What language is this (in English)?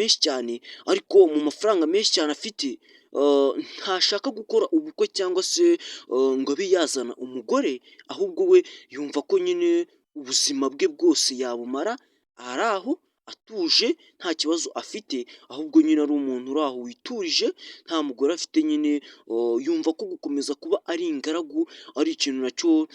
Kinyarwanda